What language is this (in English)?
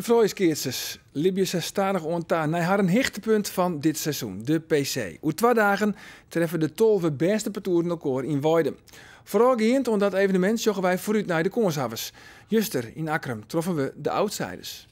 Western Frisian